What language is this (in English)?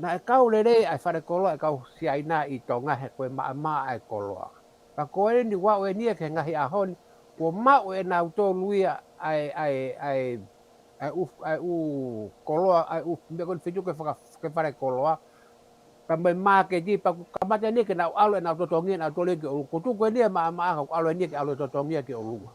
Tongan